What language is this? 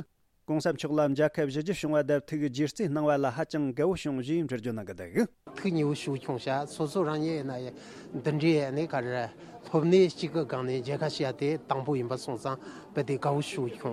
Tibetan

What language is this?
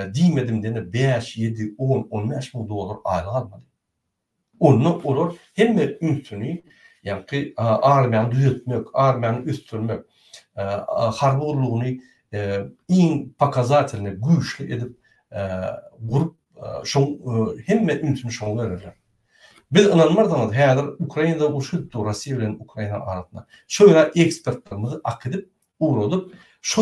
Turkmen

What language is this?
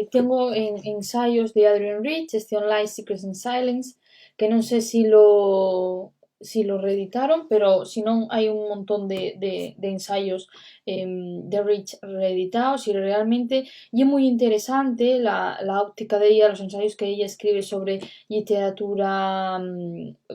Asturian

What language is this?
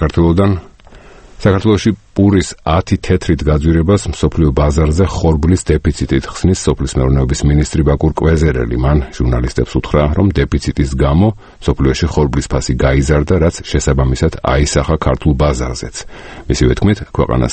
Georgian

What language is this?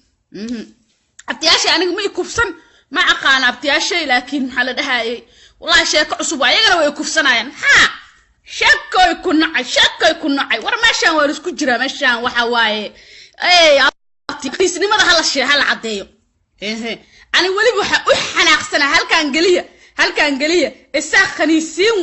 Somali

